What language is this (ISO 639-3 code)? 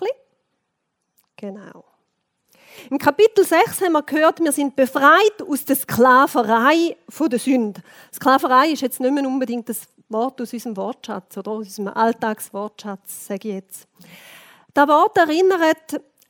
deu